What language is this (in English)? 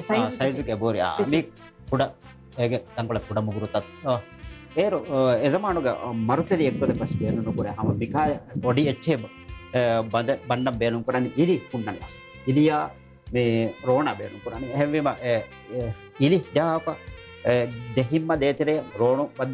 Divehi